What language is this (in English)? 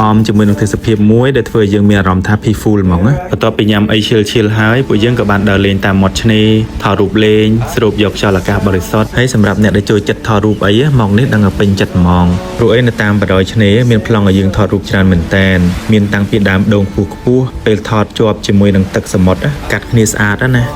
Khmer